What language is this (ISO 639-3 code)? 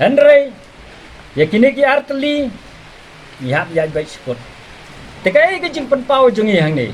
kha